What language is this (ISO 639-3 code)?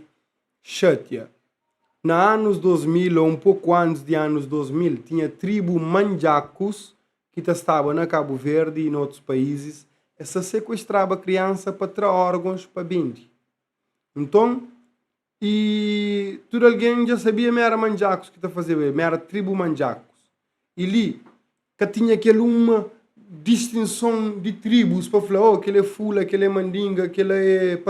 kea